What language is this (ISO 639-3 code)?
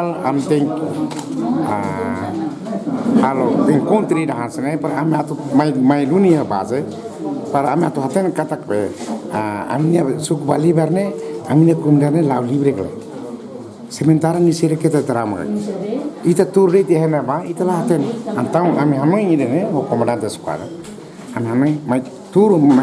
tet